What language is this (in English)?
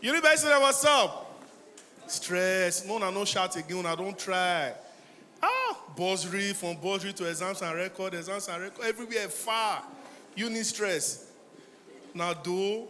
Nigerian Pidgin